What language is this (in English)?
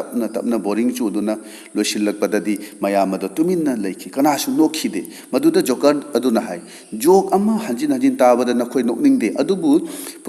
Manipuri